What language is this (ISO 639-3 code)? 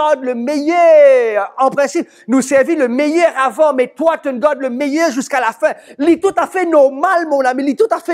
mfe